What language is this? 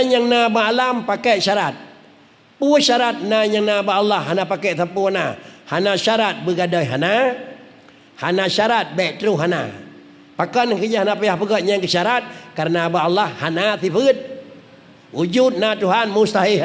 Achinese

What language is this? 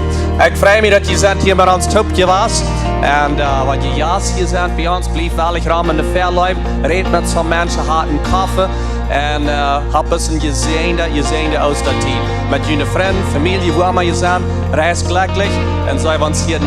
Plautdietsch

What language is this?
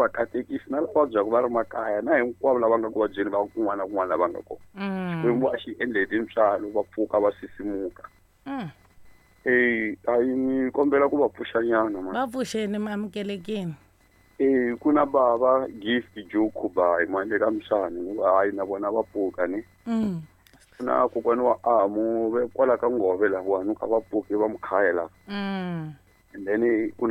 Tsonga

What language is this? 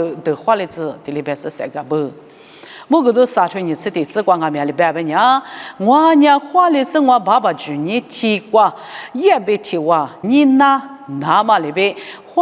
Lisu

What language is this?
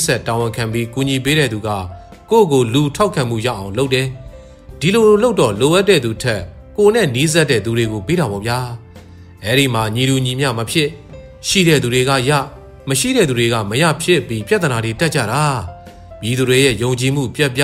Burmese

